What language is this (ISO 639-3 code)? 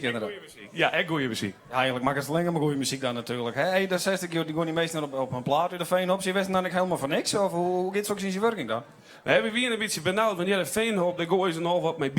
fry